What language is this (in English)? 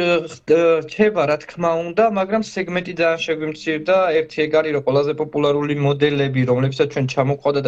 Georgian